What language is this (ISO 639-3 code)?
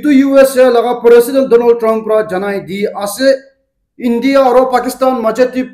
nag